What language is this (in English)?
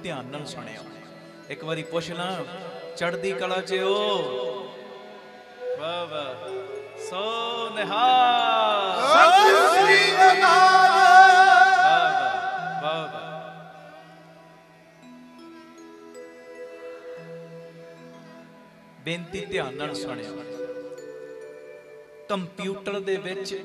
Punjabi